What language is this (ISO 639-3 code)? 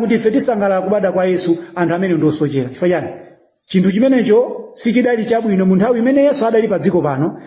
nya